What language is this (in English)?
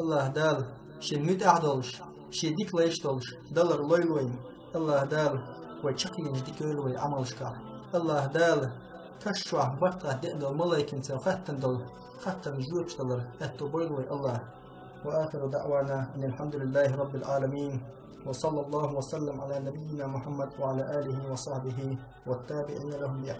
Chechen